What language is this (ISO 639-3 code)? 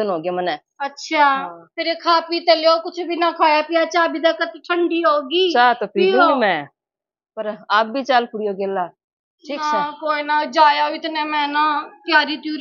bgc